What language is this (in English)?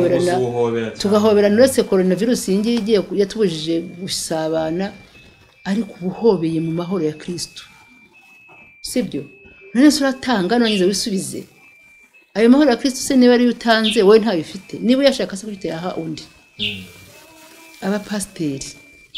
Kinyarwanda